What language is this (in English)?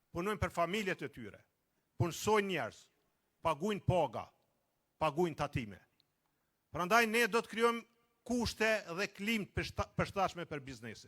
Albanian